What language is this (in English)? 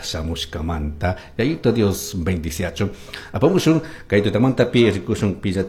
Chimborazo Highland Quichua